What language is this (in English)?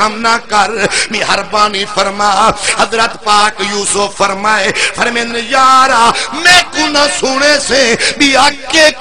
Saraiki